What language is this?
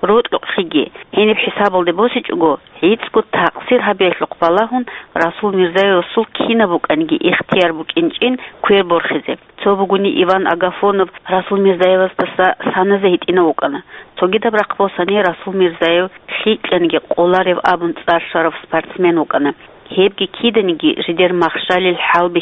Avaric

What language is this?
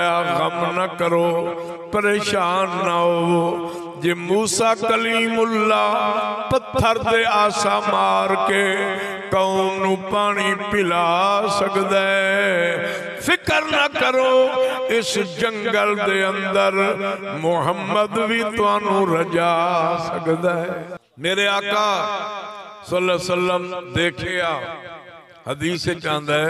Saraiki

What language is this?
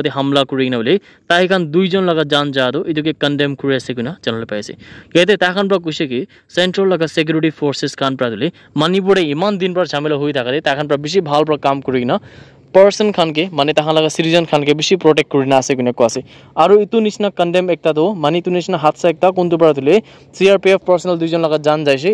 Naga Pidgin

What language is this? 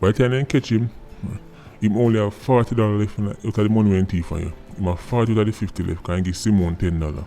Jamaican Creole English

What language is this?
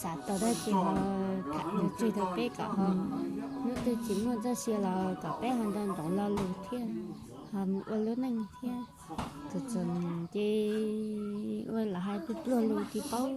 Hmong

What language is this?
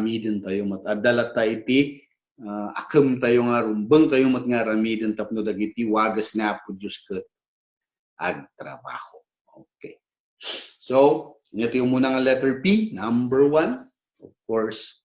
Iloko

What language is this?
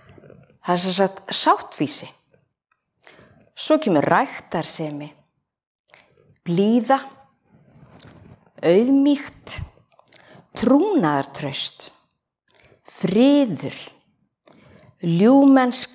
Icelandic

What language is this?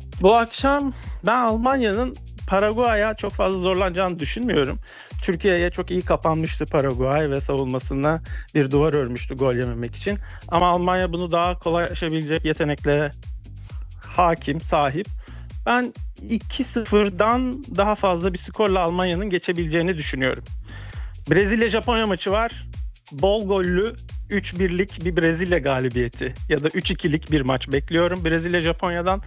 Turkish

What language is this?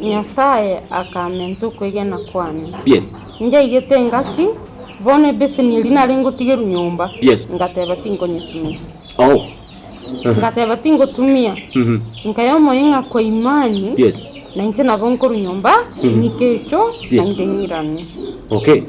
Gusii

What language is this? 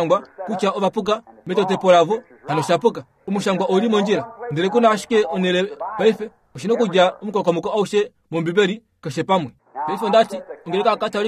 Kuanyama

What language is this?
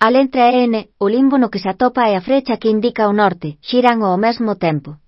Galician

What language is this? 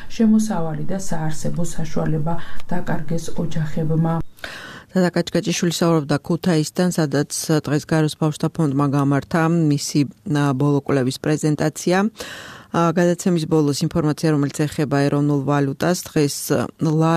Georgian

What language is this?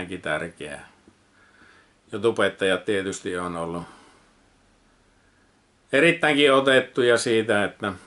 Finnish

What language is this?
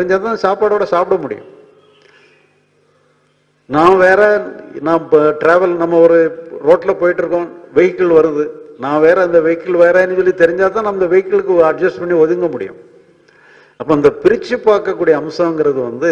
Tamil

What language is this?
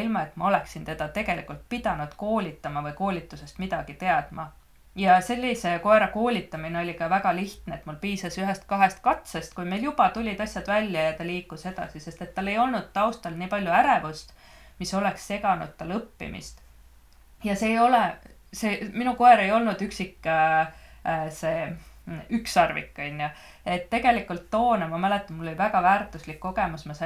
Estonian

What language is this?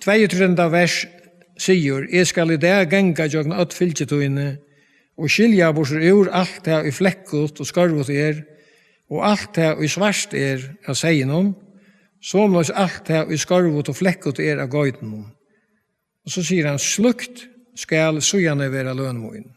Faroese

